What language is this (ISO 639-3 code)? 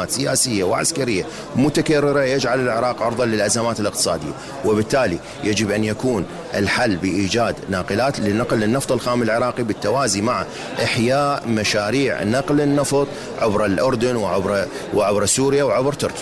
ara